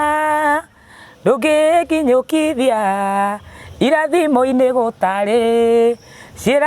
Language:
Kikuyu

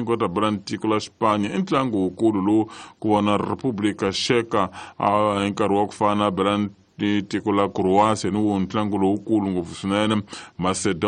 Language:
Tsonga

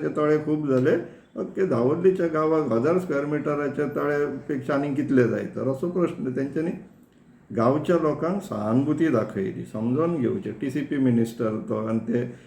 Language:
Konkani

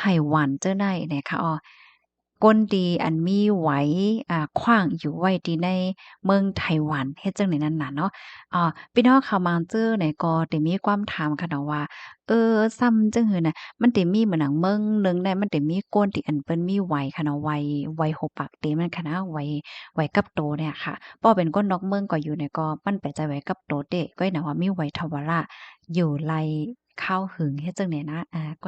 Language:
Shan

